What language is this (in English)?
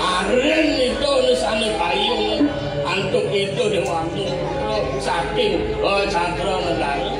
Balinese